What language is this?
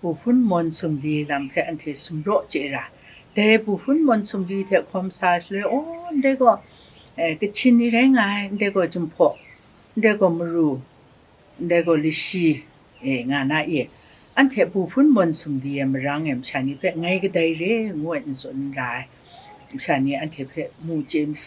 Kachin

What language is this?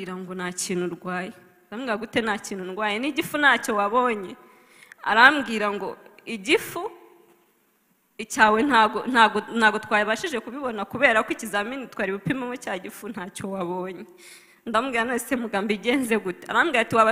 Kinyarwanda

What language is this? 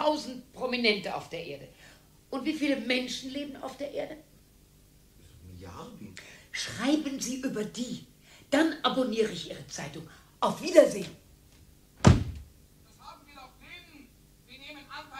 German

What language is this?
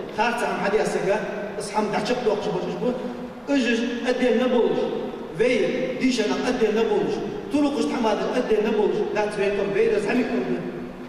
Ingush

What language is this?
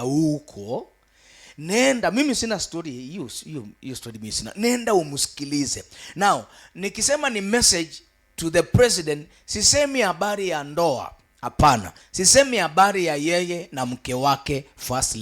Swahili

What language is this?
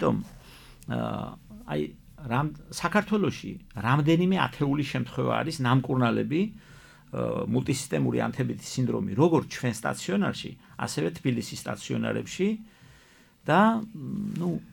Georgian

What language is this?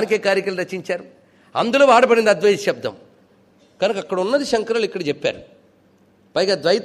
Telugu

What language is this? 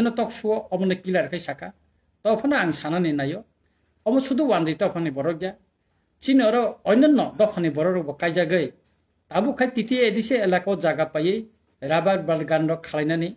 Kok Borok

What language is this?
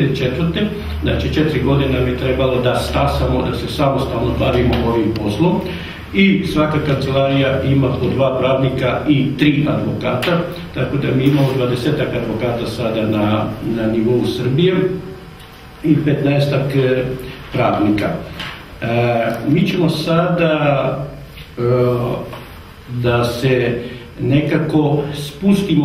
Serbian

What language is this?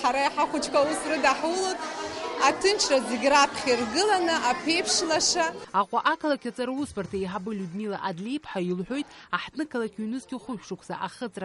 Abkhazian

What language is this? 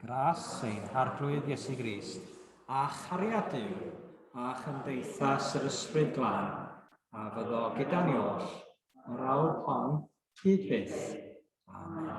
Welsh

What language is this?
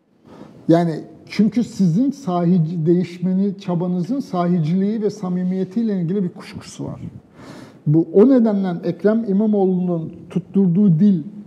Turkish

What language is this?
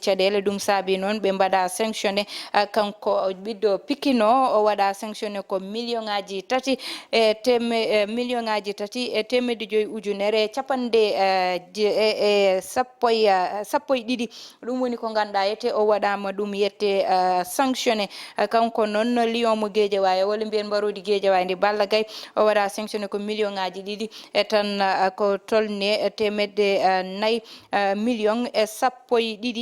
Fula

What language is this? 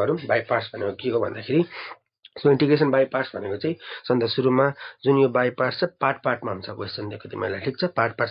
Nepali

